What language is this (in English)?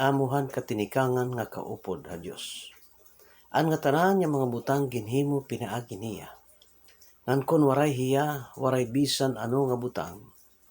Waray